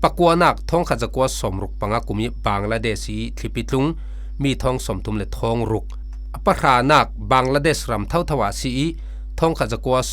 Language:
Falam Chin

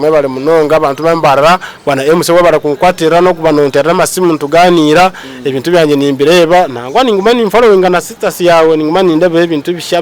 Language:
Nyankole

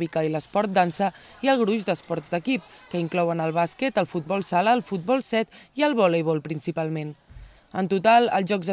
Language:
Catalan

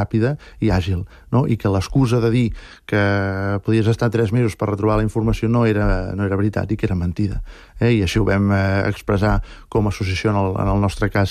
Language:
Catalan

